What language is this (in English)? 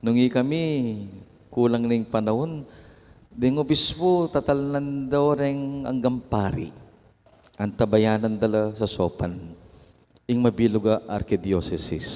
Pampanga